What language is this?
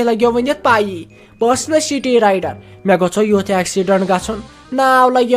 Kashmiri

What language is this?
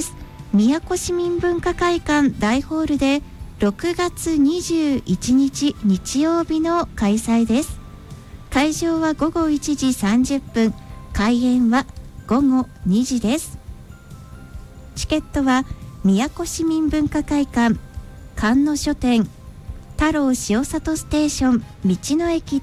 Japanese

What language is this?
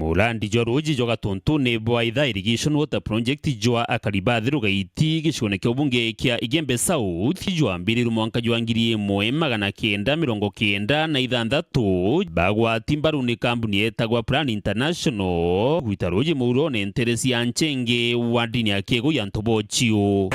Meru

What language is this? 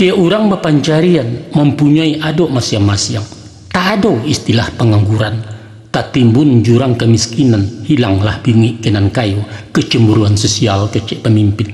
Minangkabau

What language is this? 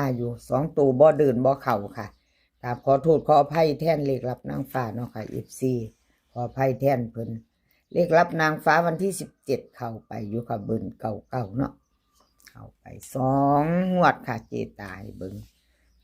Northeastern Thai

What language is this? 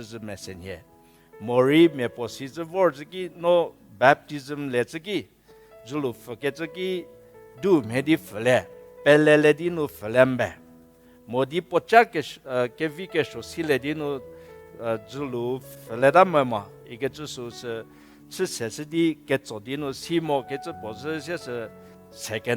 Angami Naga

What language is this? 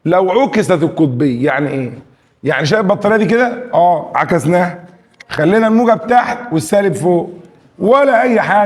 Egyptian Arabic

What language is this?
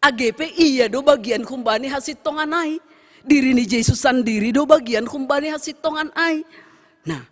Batak Simalungun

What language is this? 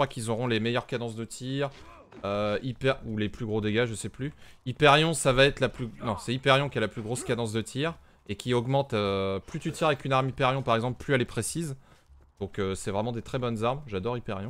French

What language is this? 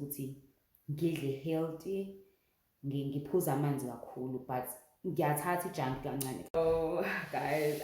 Zulu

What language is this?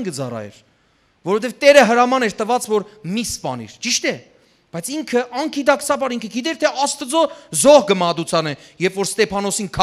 Western Armenian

